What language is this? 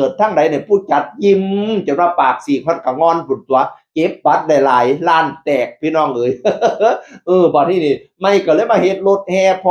Northeastern Thai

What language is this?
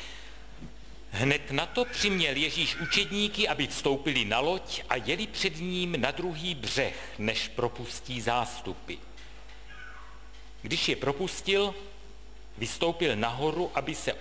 Czech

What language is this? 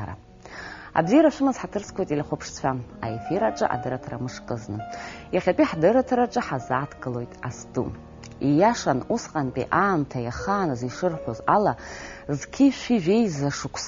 Abkhazian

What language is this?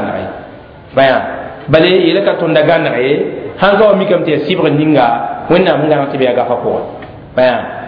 Mossi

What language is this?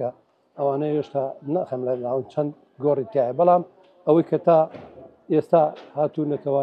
Central Kurdish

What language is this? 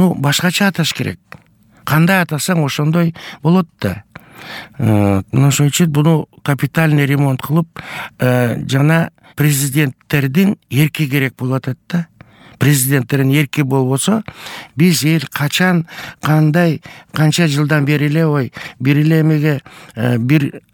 Kyrgyz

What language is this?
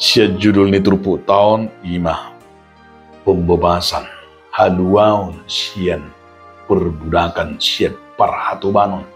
Batak Toba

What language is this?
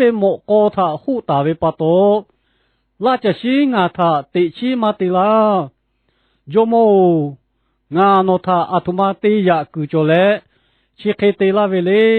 Lahu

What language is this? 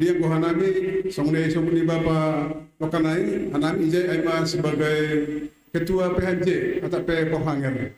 Batak Simalungun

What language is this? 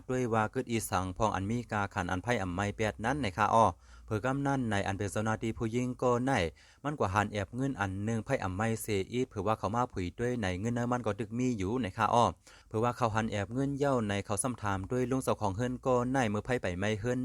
Shan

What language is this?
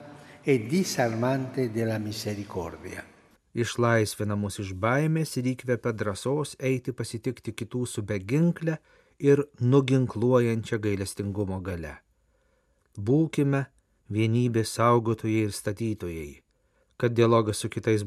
Lithuanian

